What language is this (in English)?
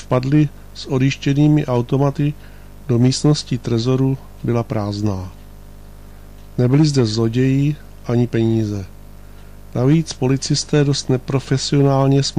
Czech